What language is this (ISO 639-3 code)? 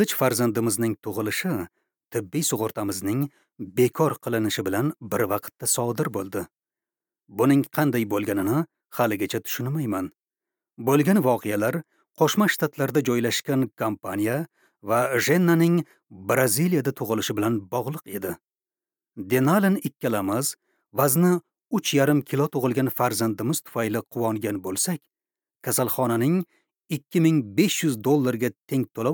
uzb